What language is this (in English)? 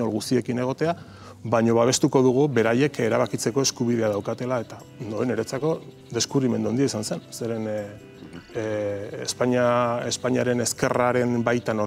Basque